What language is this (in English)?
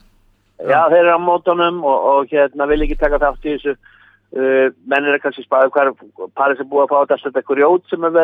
Icelandic